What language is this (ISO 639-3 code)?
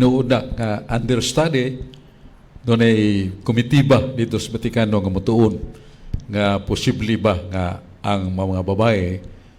ceb